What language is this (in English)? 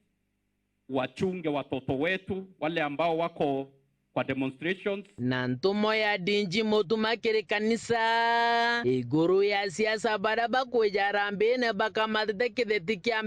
Meru